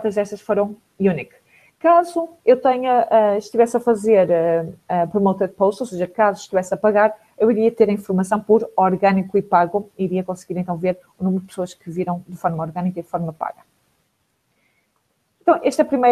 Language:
Portuguese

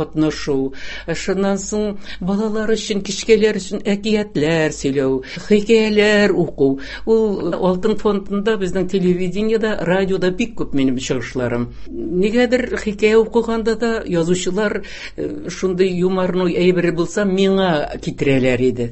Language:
Tatar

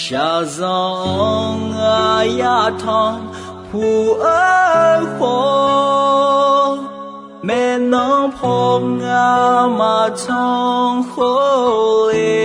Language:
Akha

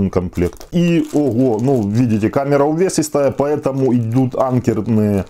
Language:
Russian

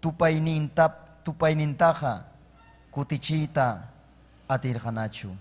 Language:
Ayacucho Quechua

